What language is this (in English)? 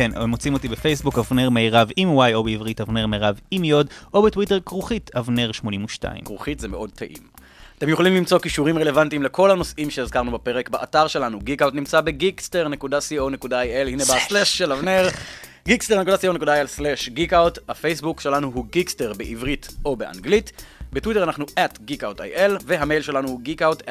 Hebrew